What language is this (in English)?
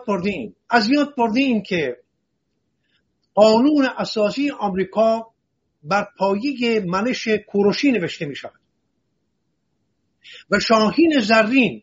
Persian